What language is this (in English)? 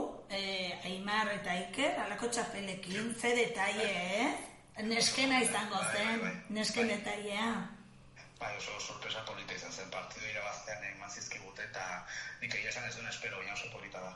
Basque